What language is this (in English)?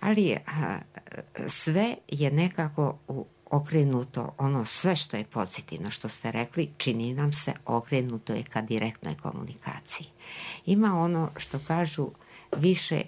Bosnian